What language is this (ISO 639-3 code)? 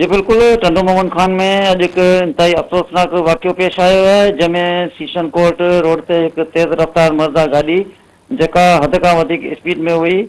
snd